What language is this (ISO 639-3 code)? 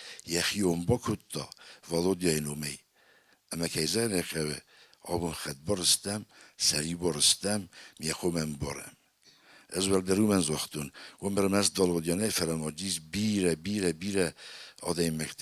oss